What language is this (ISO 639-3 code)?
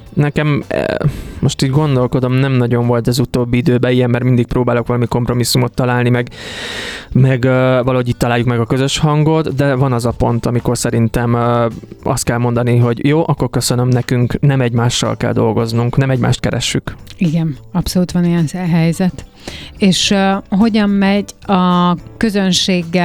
hun